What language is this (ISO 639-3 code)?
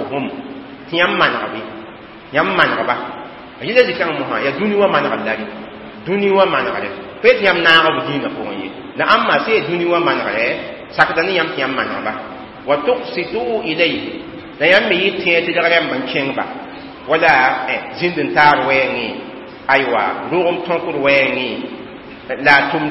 mos